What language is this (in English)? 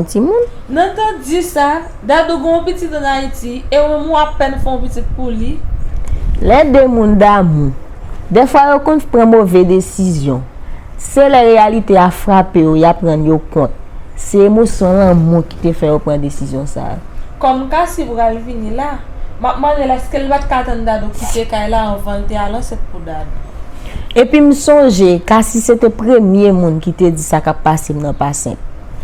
Haitian Creole